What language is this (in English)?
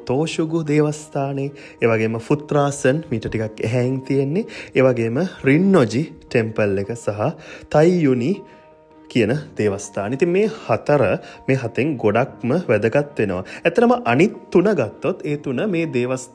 Sinhala